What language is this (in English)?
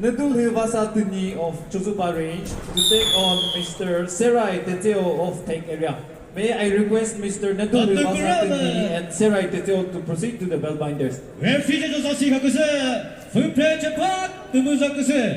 Chokri Naga